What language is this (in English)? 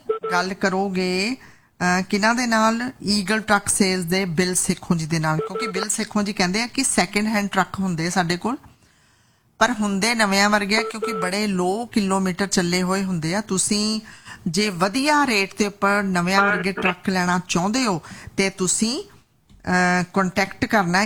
Punjabi